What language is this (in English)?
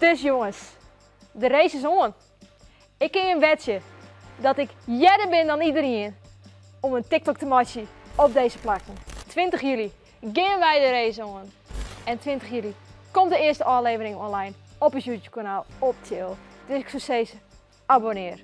Western Frisian